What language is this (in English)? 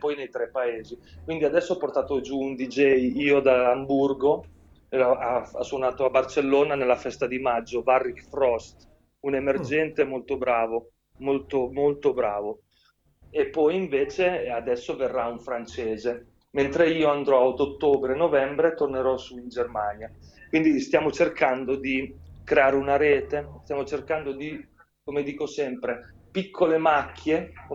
Italian